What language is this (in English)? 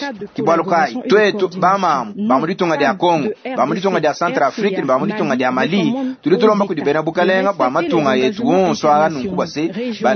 Luba-Lulua